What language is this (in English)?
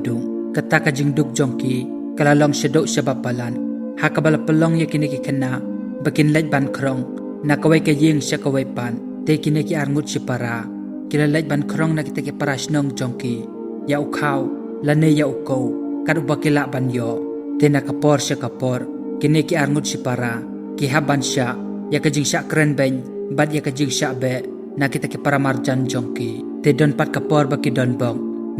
Khasi